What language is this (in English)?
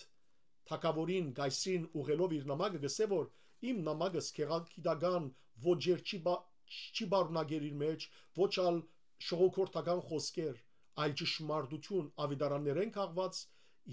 Western Armenian